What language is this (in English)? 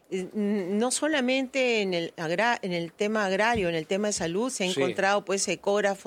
Spanish